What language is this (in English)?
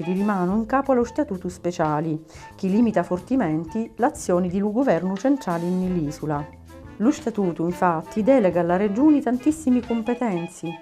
Sicilian